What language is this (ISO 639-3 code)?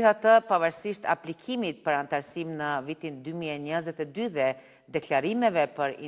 sqi